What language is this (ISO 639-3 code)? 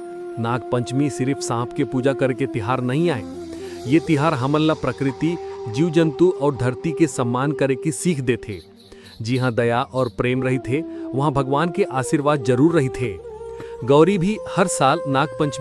hne